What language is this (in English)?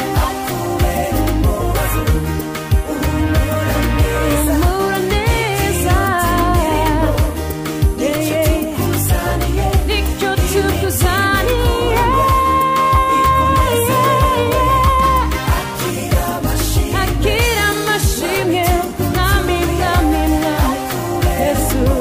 Kinyarwanda